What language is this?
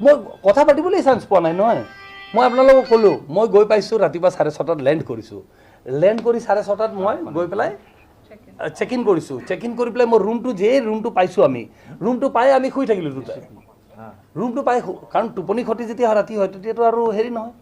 Assamese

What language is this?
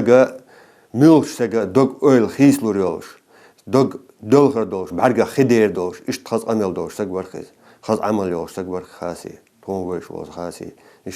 Ingush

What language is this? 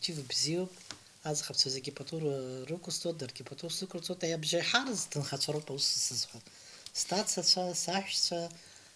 Abkhazian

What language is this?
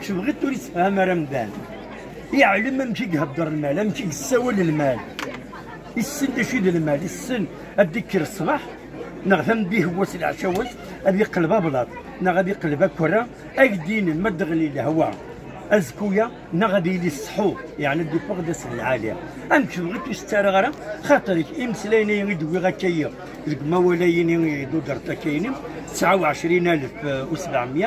Kabyle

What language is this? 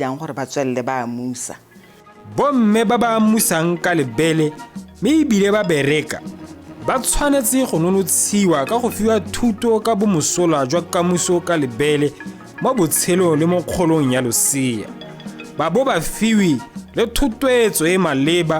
Tswana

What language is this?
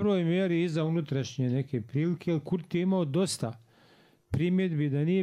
Bosnian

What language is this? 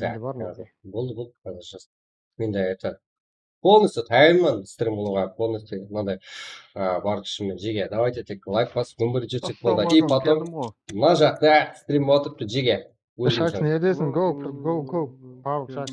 Kara-Kalpak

